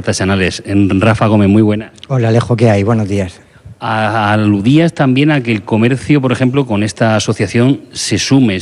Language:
Spanish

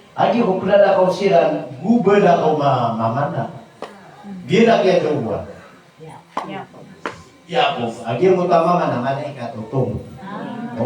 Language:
Maranao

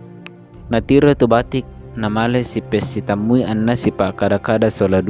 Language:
Toraja-Sa'dan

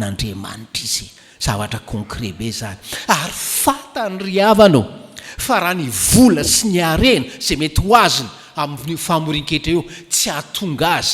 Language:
Malagasy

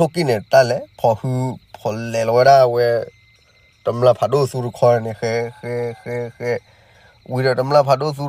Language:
S'gaw Karen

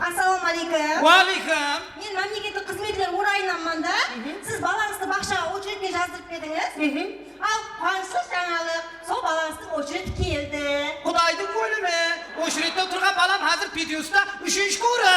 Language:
Kara-Kalpak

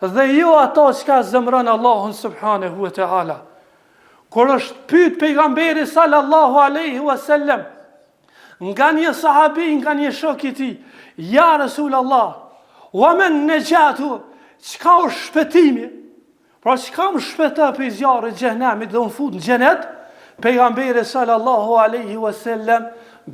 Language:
Albanian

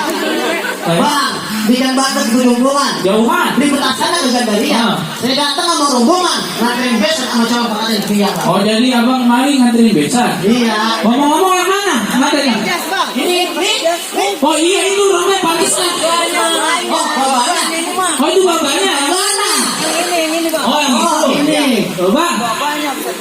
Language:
Betawi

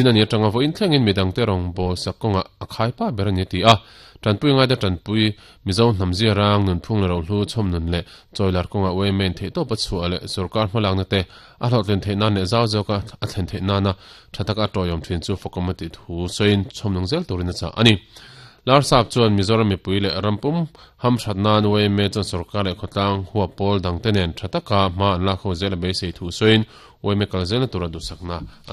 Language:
Mizo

